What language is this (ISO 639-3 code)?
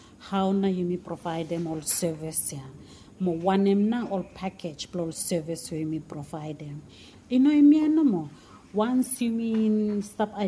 bis